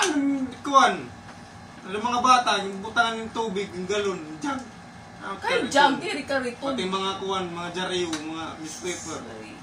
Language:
Waray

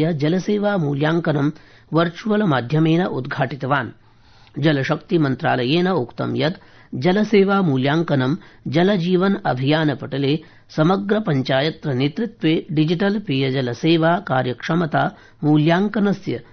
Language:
Sanskrit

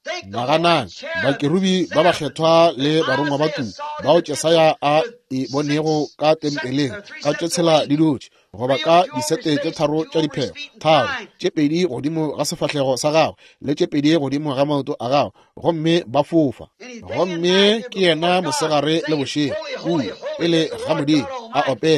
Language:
Northern Sotho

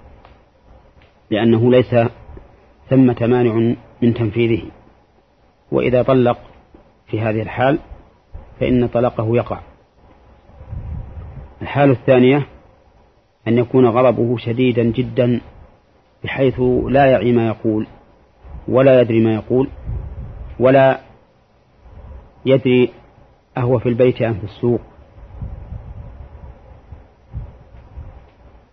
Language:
Arabic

